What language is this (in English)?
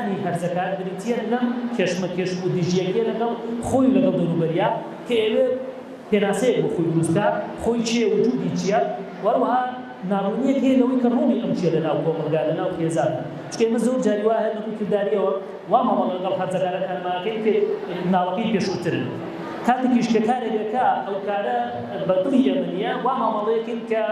Central Kurdish